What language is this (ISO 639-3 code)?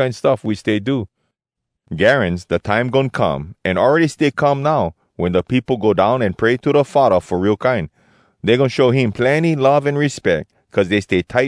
hwc